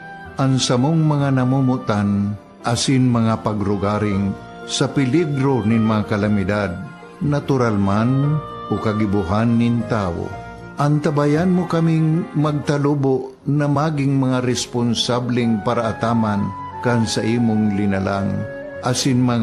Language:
Bikol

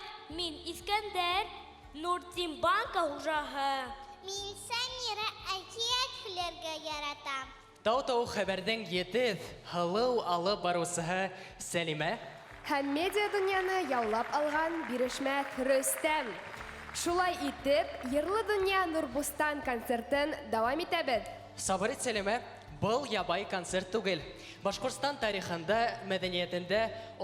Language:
Bashkir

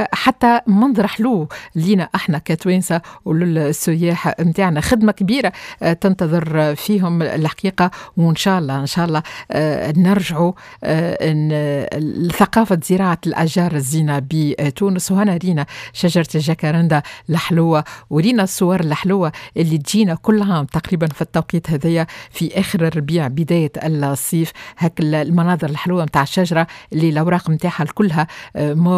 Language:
Tunisian Arabic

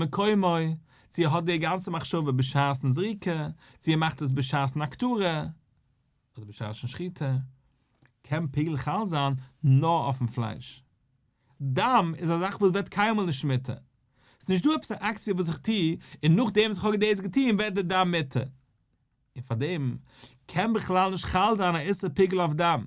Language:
Yiddish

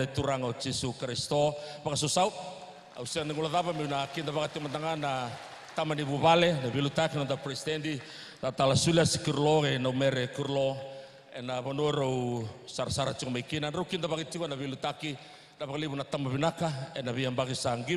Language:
Fijian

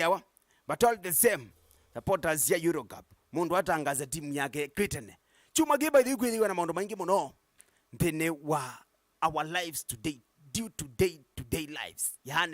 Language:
Kamba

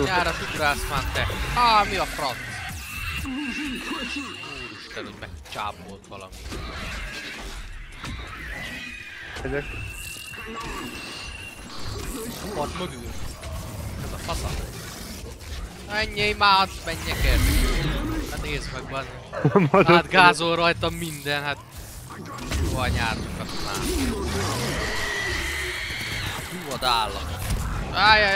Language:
Hungarian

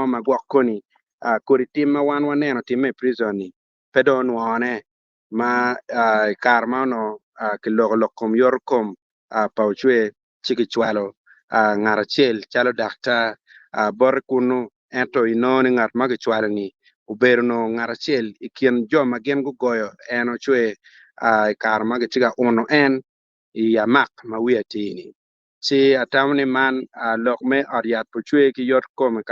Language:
Acoli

